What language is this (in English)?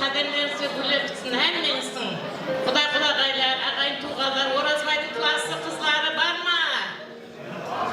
Kara-Kalpak